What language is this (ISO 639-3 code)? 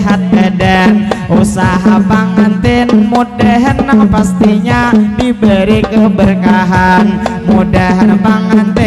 bjn